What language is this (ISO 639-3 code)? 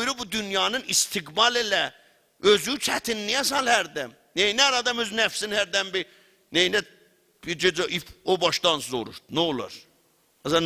azb